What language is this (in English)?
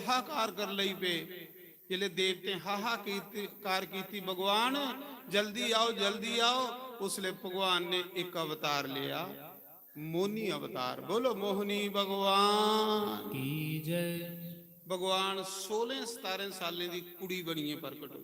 Dogri